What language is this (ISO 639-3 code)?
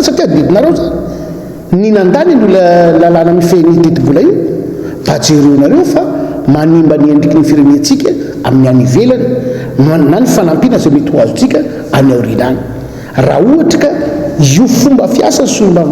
mlg